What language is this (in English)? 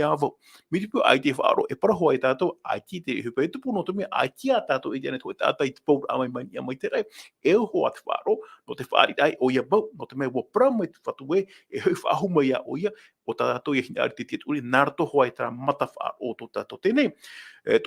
Tahitian